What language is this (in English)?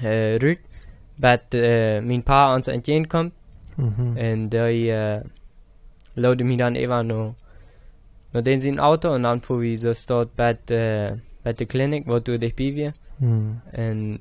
Plautdietsch